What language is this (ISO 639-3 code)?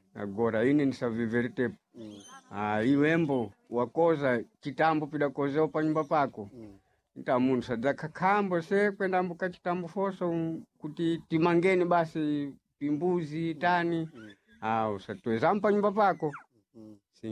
seh